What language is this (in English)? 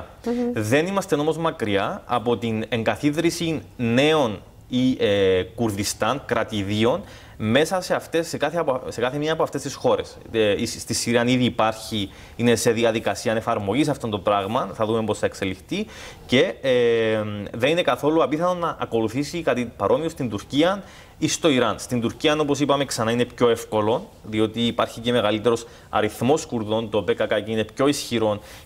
Greek